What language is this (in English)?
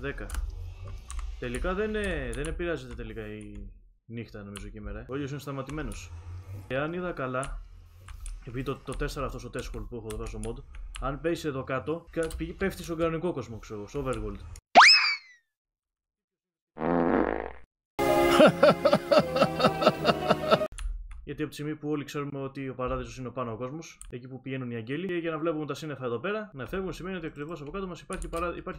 Greek